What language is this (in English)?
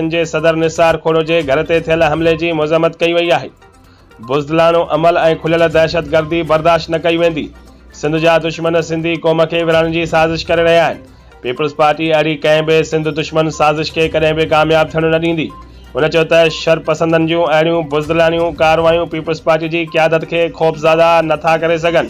Sindhi